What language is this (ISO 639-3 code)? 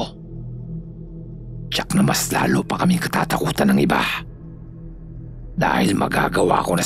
fil